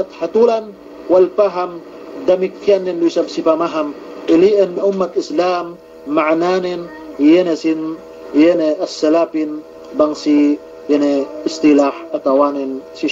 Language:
Yakan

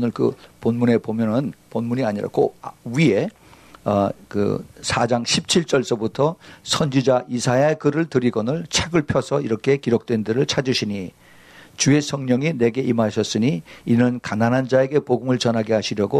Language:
Korean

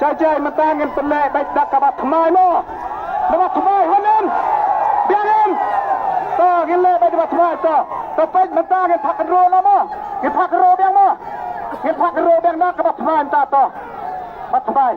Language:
Khasi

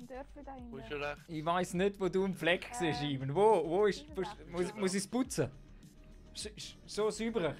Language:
Swiss German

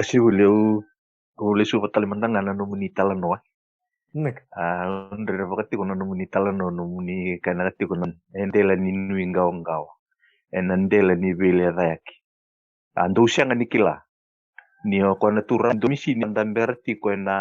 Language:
Fijian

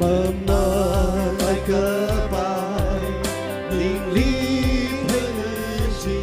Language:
Tangkhul Naga (India)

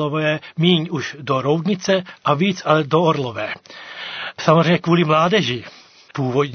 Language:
Czech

